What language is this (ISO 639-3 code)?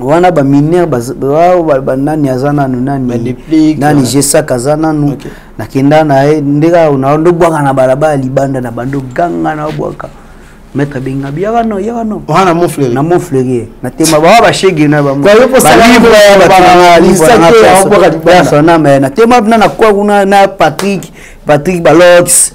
lin